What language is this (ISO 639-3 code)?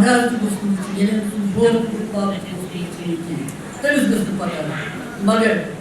kas